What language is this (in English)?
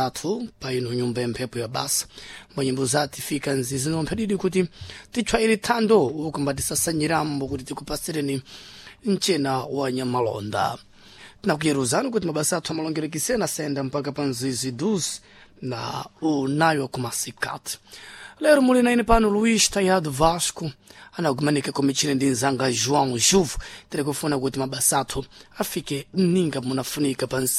Sena